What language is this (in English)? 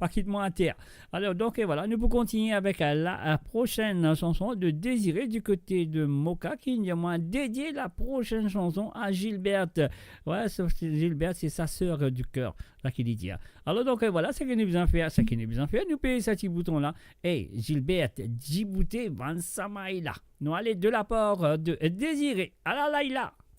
Morisyen